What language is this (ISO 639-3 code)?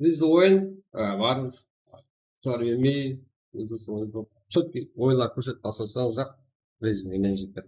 kaa